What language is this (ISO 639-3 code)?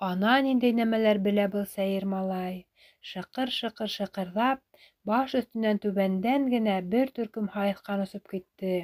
bak